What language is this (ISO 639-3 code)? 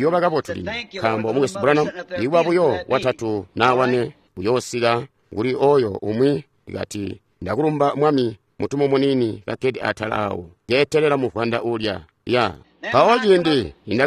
toi